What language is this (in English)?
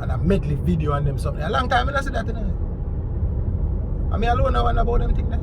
Jamaican Creole English